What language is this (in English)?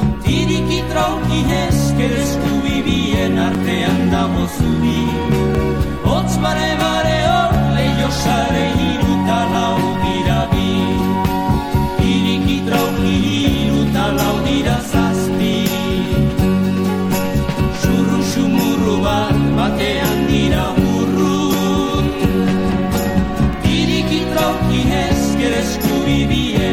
Basque